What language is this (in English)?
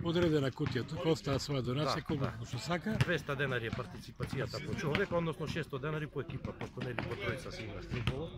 Macedonian